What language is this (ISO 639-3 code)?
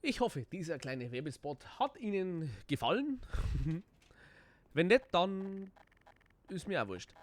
bar